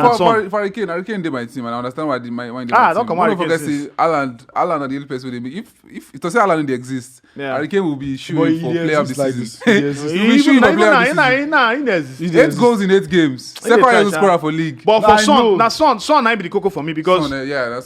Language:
Nigerian Pidgin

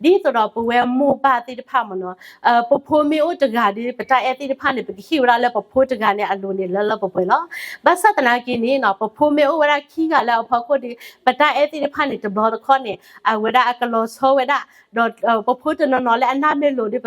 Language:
S'gaw Karen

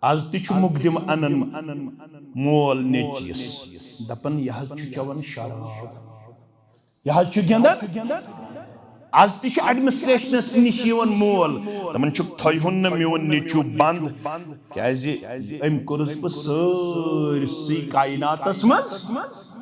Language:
Kashmiri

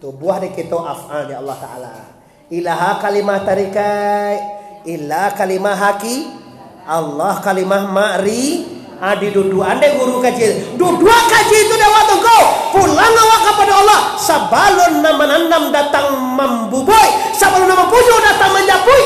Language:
Minangkabau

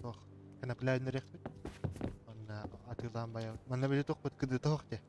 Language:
Yakut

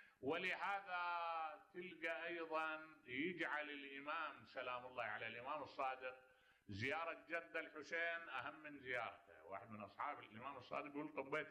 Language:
Mesopotamian Arabic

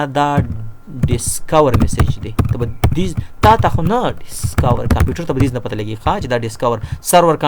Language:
Pashto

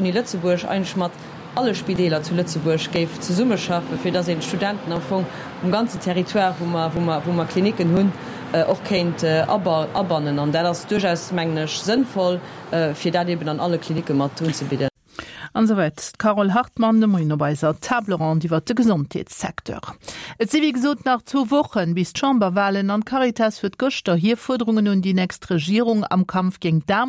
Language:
Luxembourgish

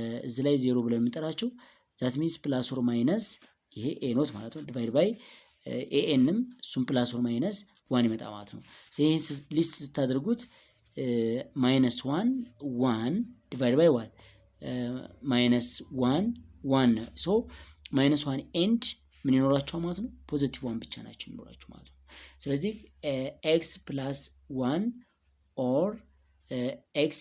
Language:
Amharic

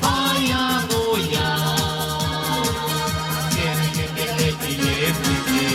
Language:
Chuvash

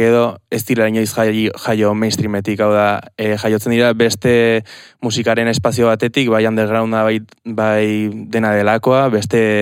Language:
Basque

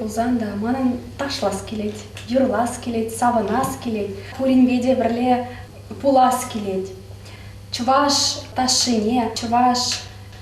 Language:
Chuvash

